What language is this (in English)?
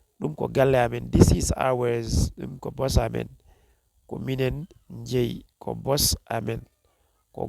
Fula